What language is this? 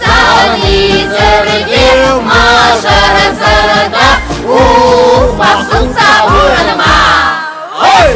Chuvash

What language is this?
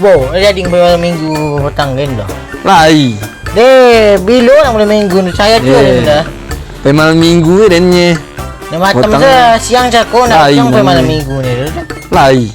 Minangkabau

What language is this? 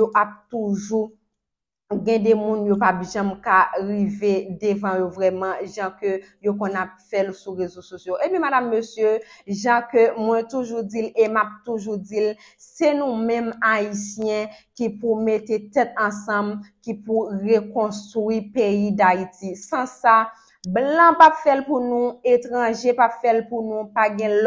Haitian Creole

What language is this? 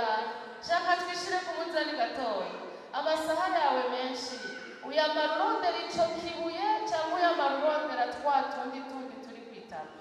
Rundi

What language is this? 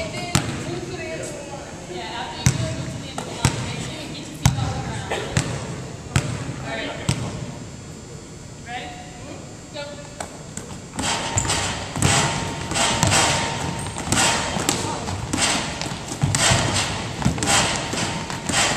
English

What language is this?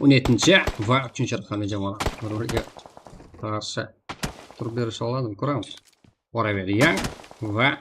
Kara-Kalpak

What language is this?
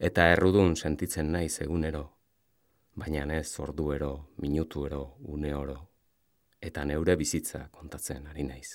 Basque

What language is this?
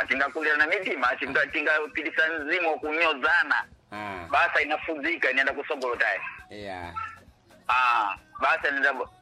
Sena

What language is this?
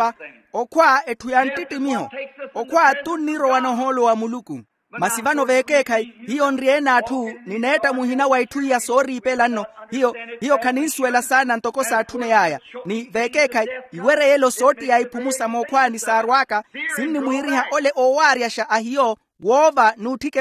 Makhuwa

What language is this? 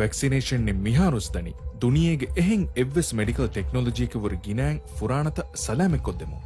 Divehi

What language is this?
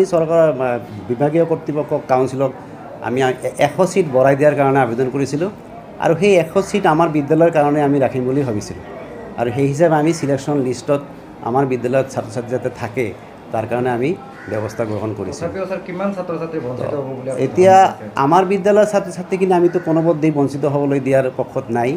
Assamese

